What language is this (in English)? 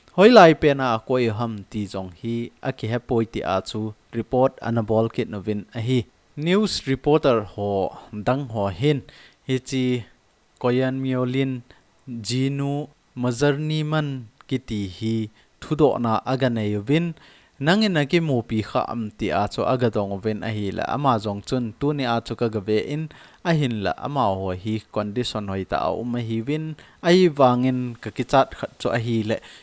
Thado Chin